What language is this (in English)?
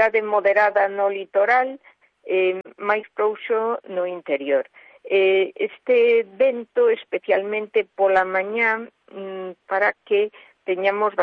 Galician